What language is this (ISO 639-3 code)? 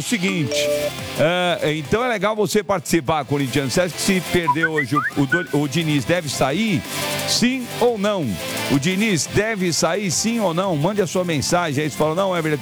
por